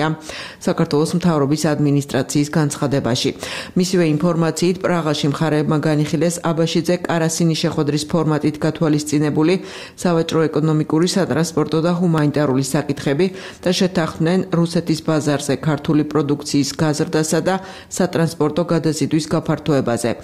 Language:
Georgian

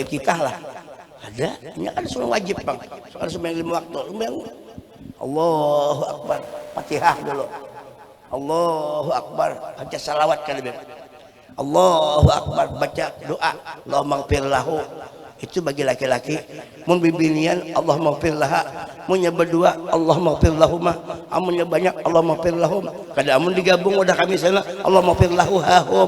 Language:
Banjar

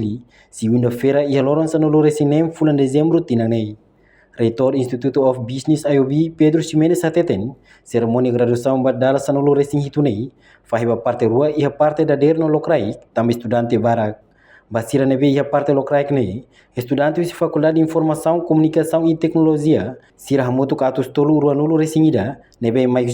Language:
Tetum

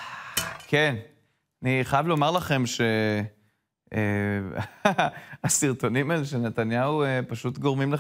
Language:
Hebrew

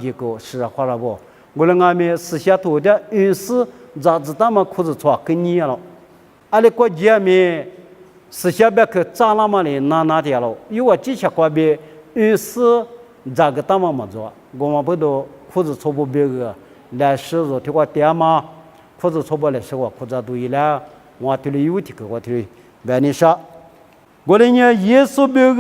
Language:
Lisu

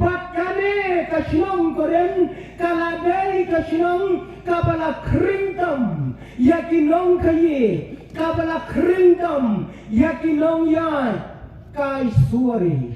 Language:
Khasi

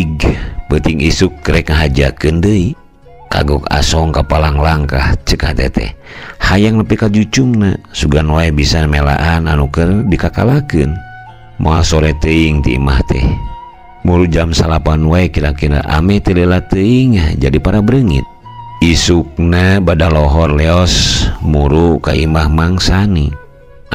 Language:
Sundanese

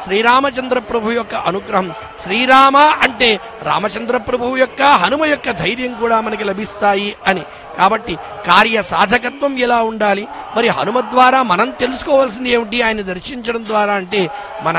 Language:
Telugu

